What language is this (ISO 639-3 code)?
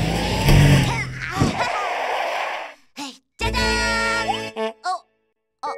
kor